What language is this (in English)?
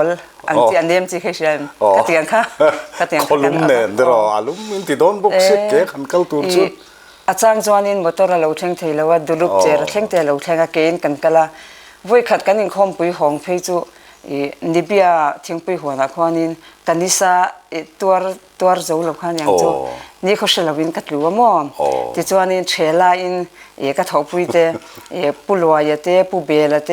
Mizo